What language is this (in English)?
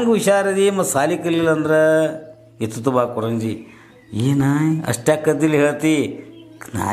Kannada